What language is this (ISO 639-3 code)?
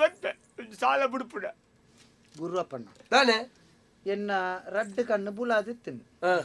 tcy